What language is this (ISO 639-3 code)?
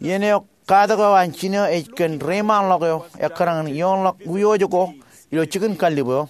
mah